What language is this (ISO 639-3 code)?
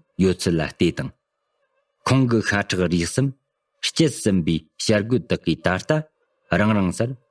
bod